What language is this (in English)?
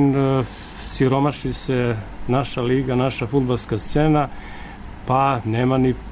Serbian